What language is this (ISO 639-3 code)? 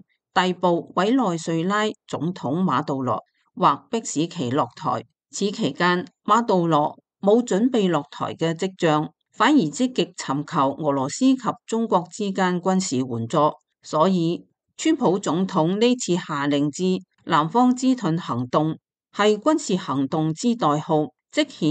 yue